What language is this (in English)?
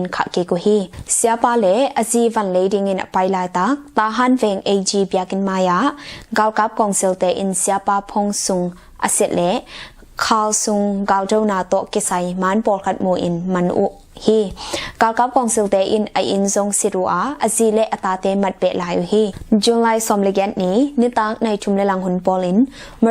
Tedim Chin